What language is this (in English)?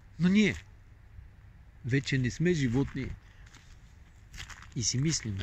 Bulgarian